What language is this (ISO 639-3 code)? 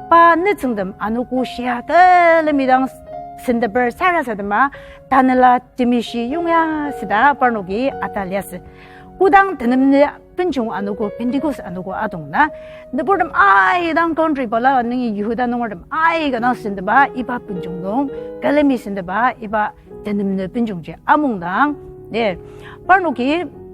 njo